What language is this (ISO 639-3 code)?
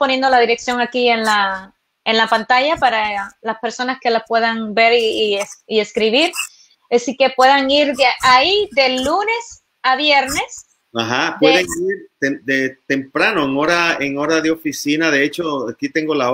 spa